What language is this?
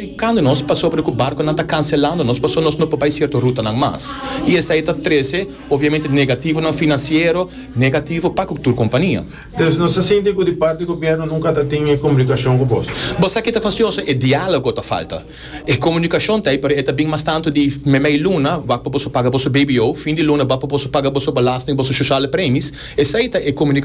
Papiamento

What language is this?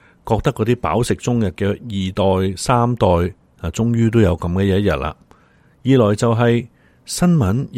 Cantonese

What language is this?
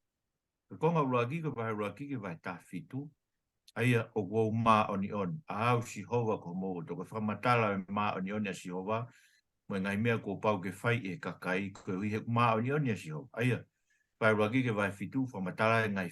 Tongan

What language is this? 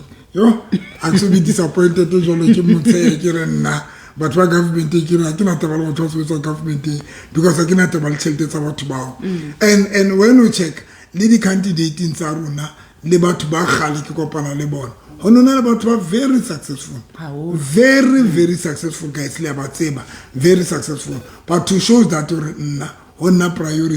Southern Sotho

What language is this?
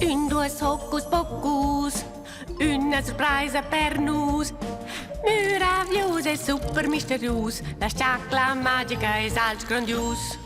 Romansh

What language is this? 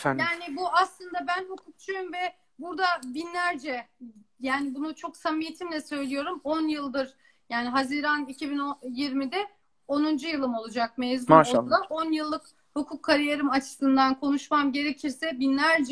Turkish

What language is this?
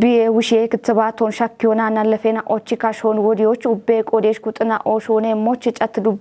Kafa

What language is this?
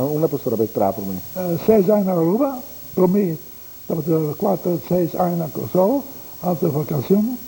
Papiamento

